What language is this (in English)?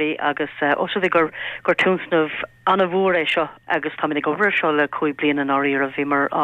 Irish